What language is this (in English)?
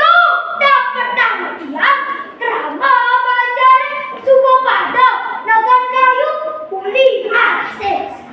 Balinese